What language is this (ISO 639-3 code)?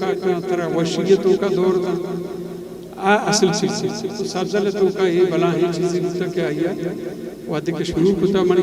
bgp